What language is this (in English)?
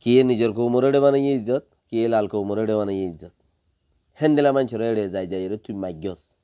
Rohingya